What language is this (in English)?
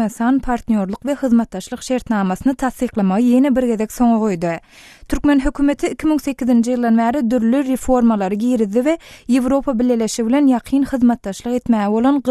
Turkmen